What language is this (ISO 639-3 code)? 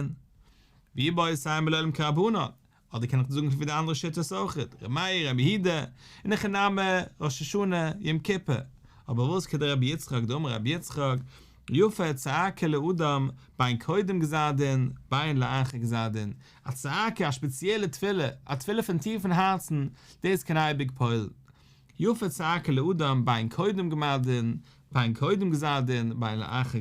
yid